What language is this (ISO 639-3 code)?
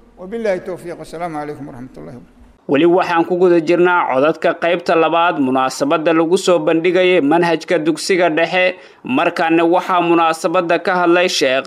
som